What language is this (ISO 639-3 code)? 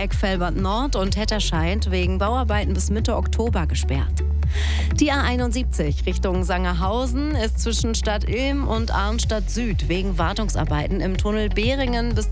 deu